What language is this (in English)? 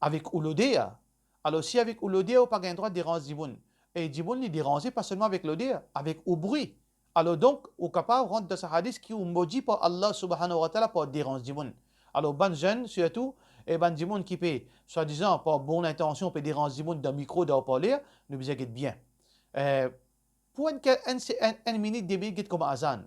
Morisyen